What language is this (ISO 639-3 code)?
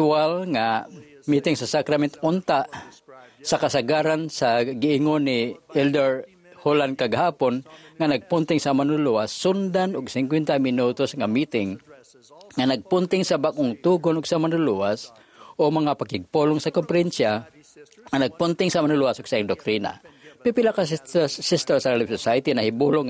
ceb